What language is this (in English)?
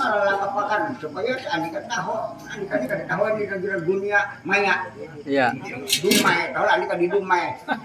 Banjar